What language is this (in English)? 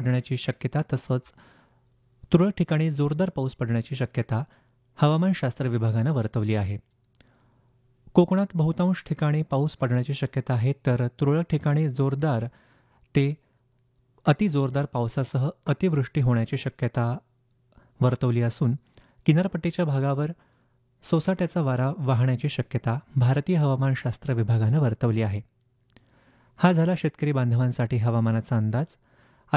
Marathi